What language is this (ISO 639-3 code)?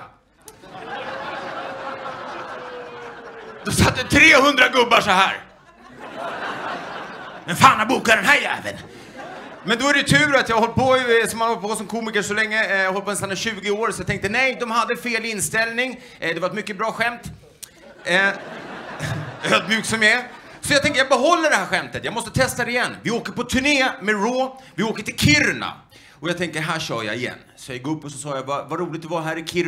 swe